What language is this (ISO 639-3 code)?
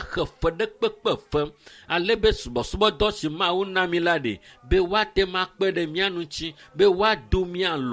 ewe